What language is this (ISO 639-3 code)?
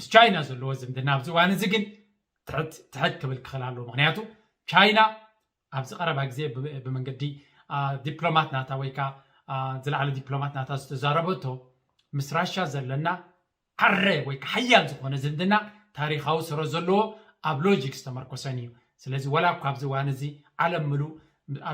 tir